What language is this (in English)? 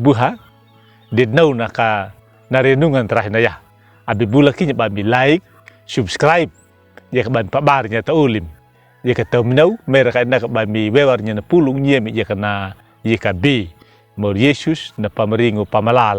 Anakalangu